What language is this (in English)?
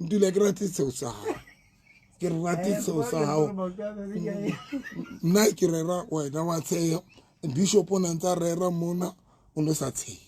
Southern Sotho